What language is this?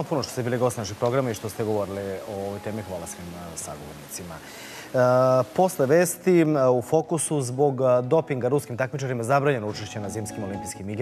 Serbian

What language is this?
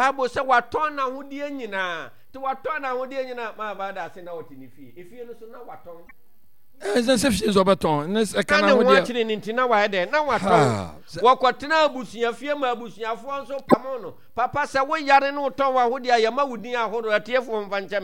Akan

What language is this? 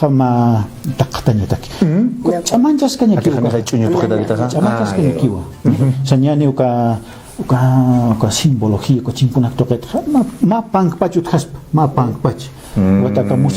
Aymara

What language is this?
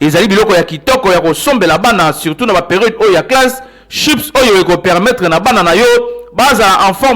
Lingala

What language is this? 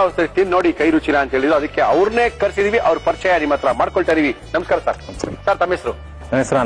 Kannada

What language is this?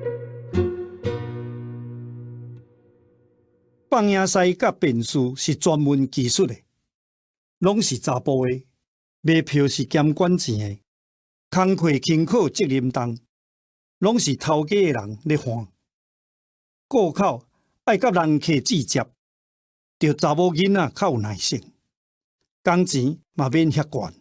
Min Nan Chinese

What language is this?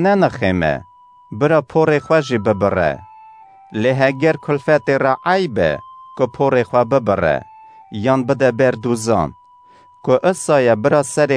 Kurdish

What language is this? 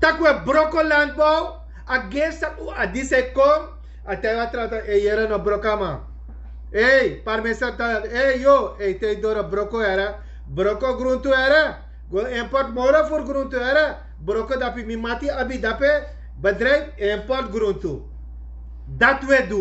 Sranan Tongo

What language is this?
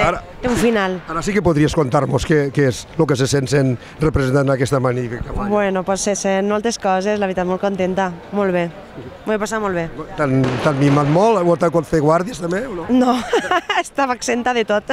Catalan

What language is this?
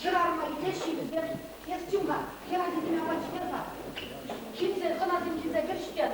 Chuvash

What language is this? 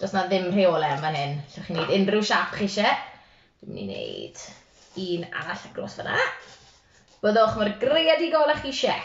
Welsh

